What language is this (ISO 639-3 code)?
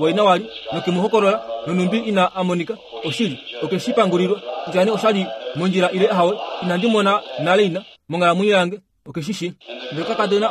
kua